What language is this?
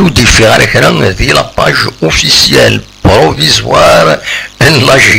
Kabyle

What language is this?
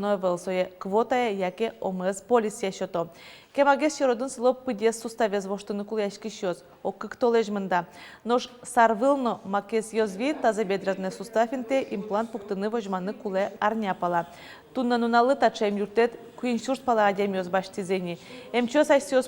Udmurt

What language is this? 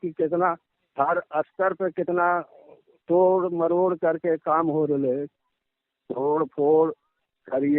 Magahi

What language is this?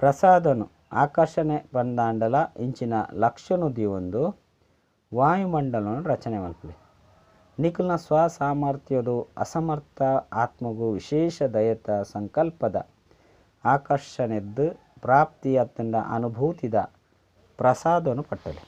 Tulu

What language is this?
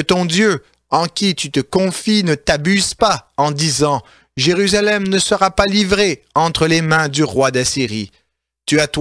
French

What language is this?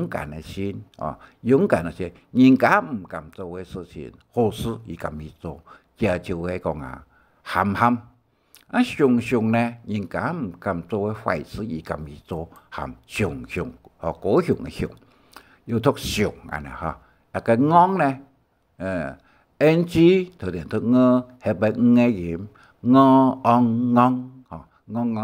Hakka Chinese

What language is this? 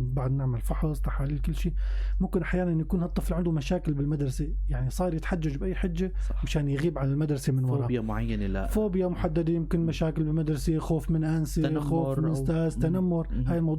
North Levantine Arabic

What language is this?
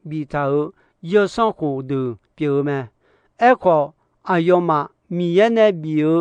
Akha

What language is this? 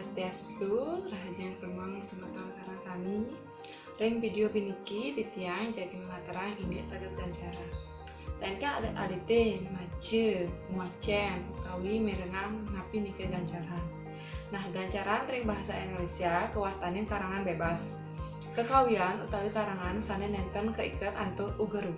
Balinese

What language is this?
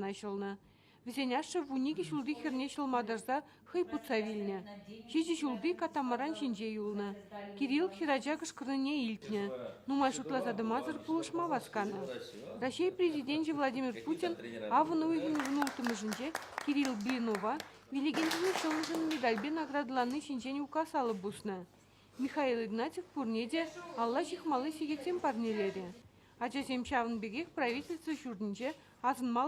Chuvash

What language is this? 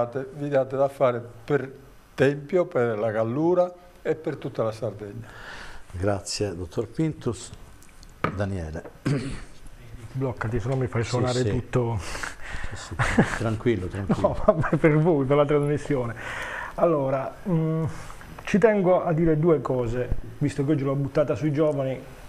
Italian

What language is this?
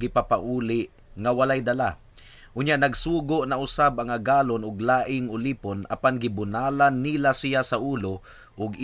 Cebuano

